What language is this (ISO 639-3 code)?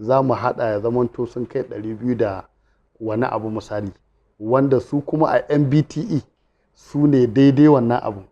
hau